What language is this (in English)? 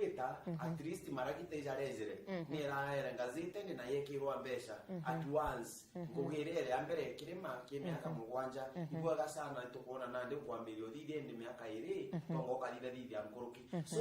Meru